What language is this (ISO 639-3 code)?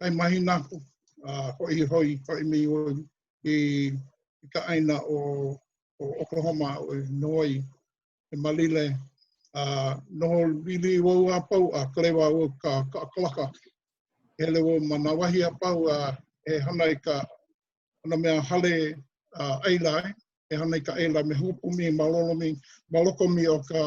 haw